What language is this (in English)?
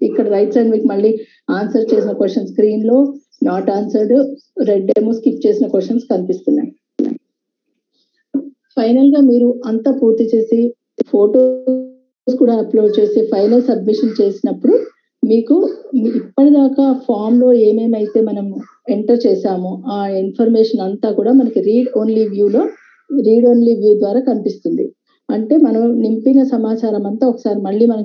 Telugu